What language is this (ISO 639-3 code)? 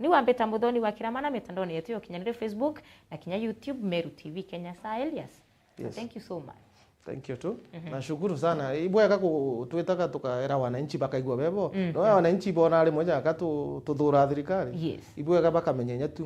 mer